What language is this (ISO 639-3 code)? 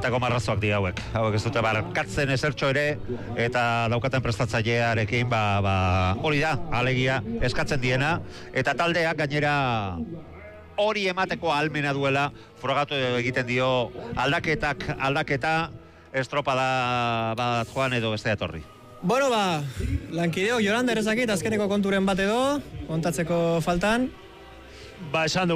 eus